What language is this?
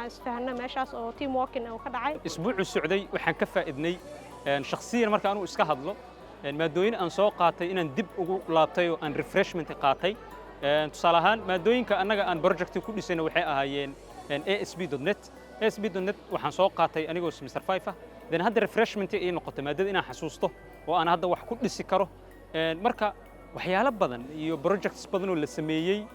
Somali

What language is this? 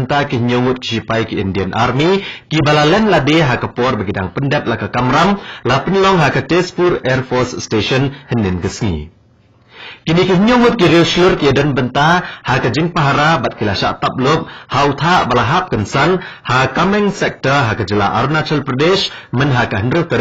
Khasi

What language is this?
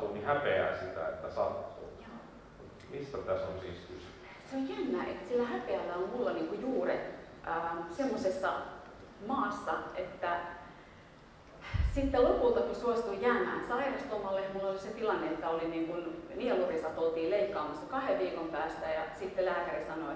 Finnish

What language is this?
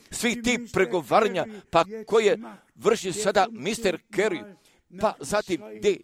Croatian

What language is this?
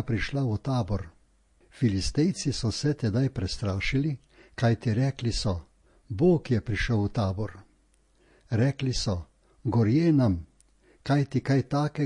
Slovenian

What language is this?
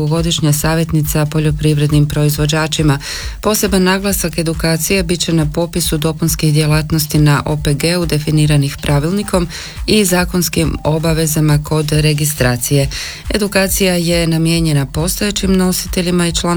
Croatian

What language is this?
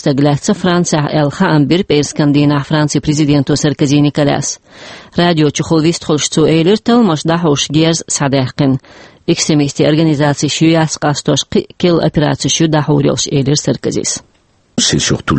Chechen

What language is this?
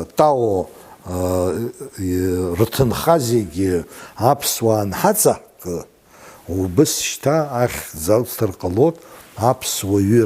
Abkhazian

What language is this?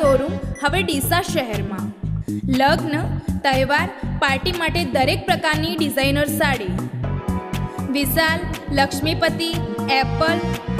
Gujarati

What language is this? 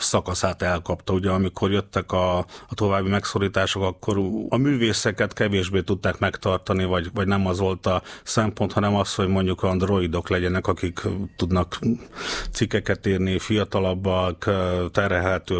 Hungarian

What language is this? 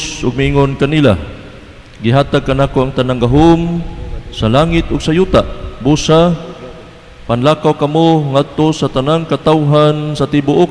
Cebuano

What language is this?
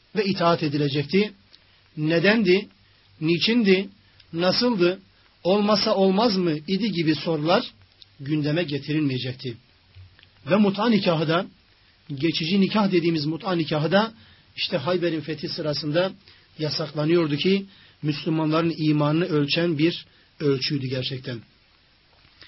Turkish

